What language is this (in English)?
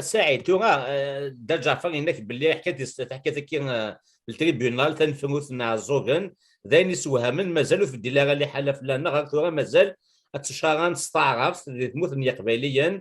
Kabyle